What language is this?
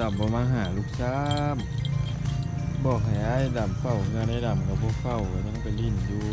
Lao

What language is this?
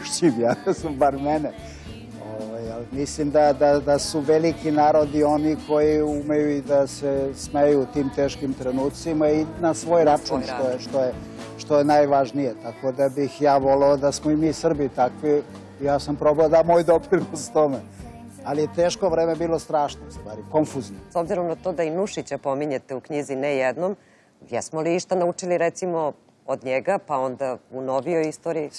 Serbian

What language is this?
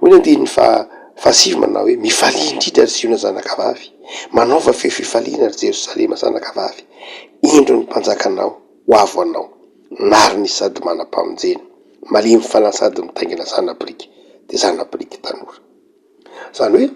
Malagasy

